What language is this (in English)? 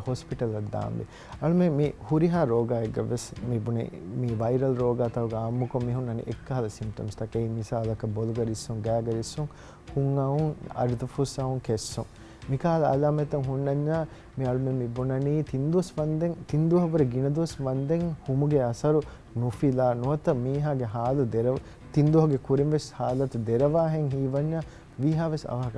Divehi